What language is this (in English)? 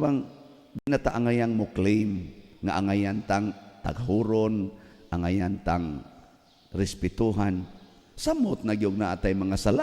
Cebuano